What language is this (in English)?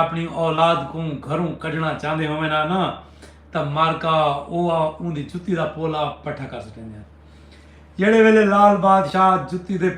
Saraiki